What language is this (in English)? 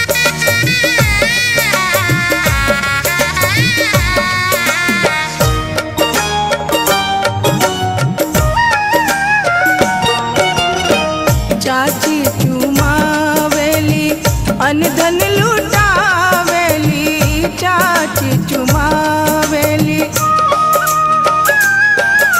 Bhojpuri